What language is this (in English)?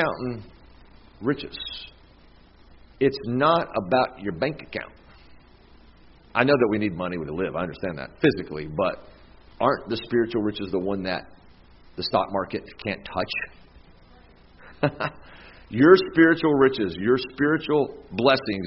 English